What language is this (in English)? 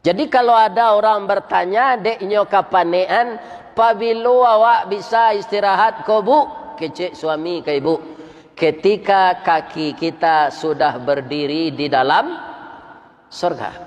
Minangkabau